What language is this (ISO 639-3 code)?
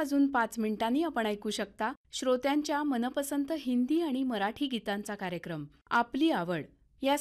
mar